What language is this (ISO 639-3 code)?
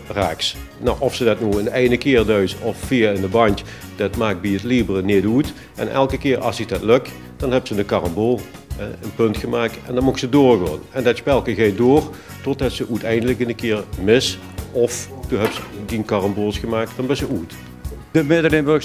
lim